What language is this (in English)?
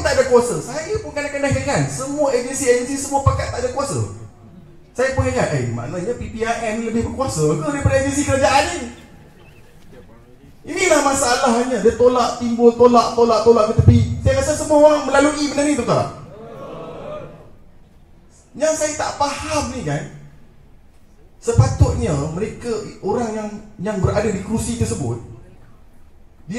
Malay